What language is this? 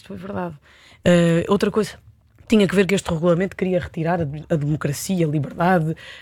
Portuguese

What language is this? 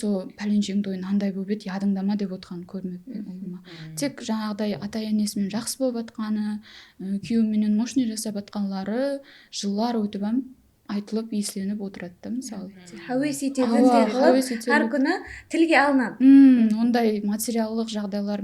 Kara-Kalpak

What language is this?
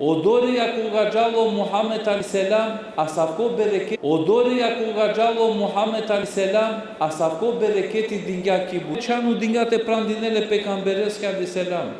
Balkan Romani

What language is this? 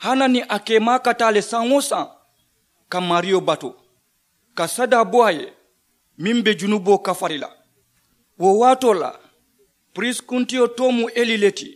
Mandingo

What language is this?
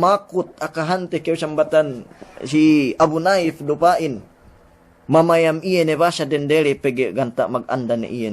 Yakan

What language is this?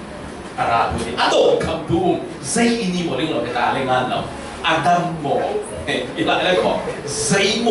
Falam Chin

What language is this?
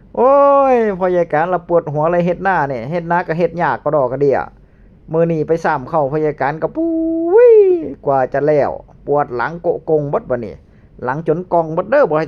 Northeastern Thai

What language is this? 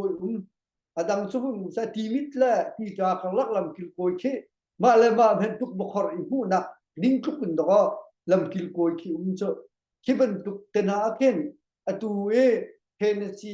Hakha Chin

